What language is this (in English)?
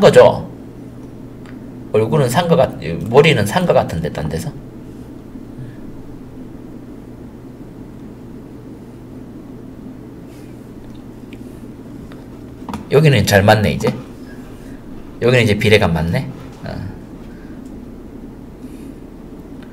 Korean